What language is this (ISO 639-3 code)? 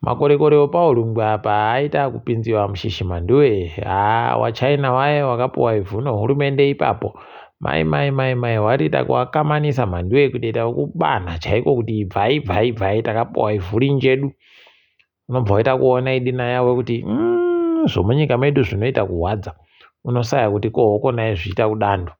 ndc